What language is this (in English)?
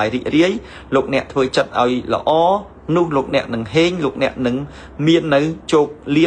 Khmer